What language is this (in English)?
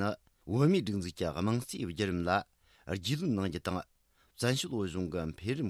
Tibetan